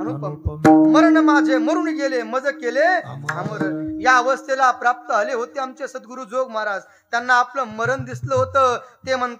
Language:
Marathi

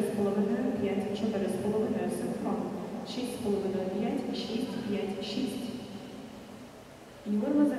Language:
Ukrainian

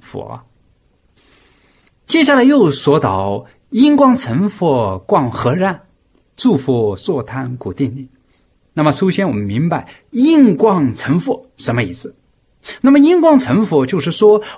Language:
Chinese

